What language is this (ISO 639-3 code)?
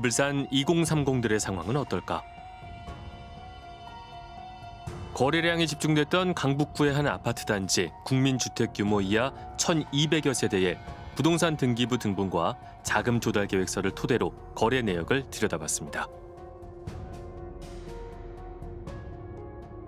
kor